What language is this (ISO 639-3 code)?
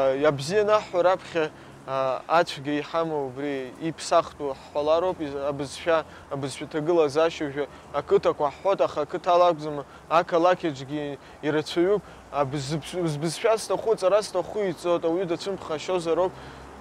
abk